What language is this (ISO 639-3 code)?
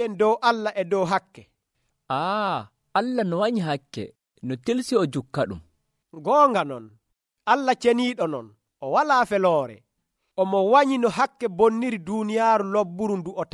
fuv